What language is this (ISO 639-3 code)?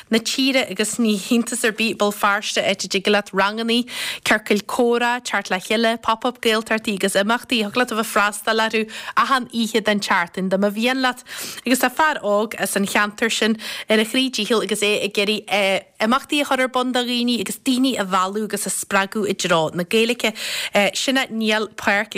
gle